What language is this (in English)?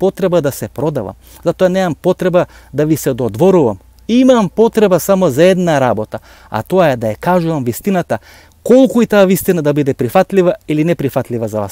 Macedonian